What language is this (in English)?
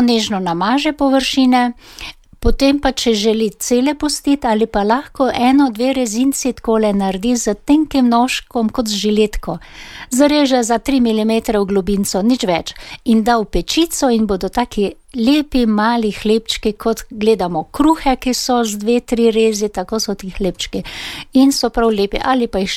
Slovenian